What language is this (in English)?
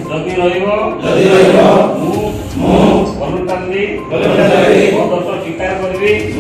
Odia